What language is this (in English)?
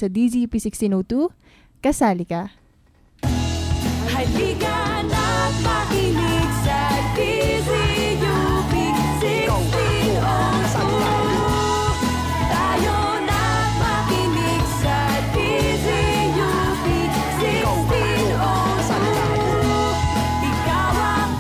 Filipino